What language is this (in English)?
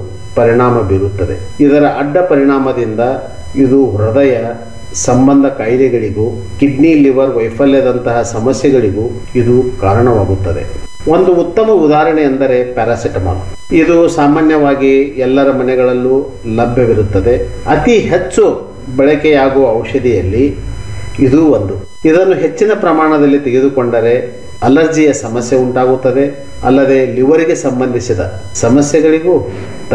Kannada